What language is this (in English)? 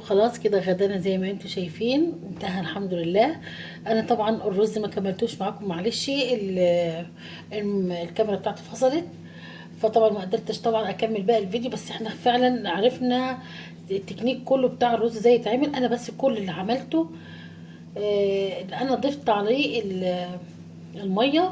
Egyptian Arabic